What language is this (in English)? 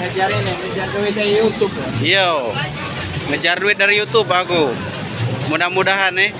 Musi